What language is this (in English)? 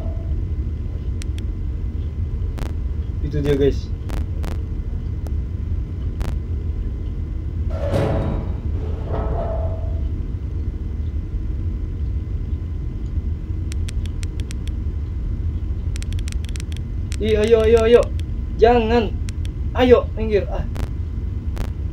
Indonesian